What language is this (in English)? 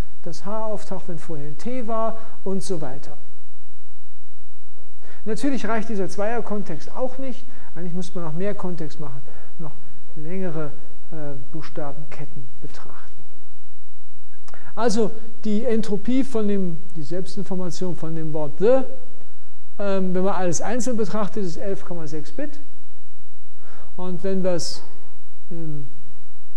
German